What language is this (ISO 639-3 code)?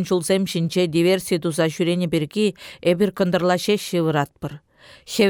chv